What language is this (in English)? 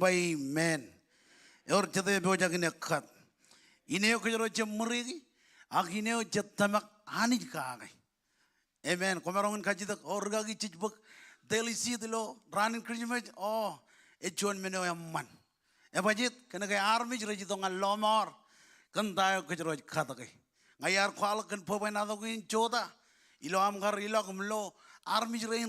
Marshallese